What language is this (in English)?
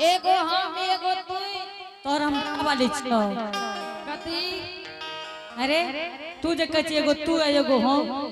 Angika